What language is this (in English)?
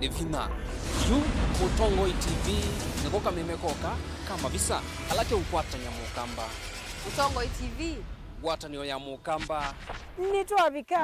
Kamba